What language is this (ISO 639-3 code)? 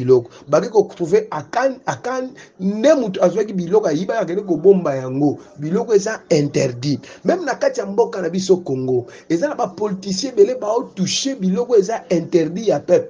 lin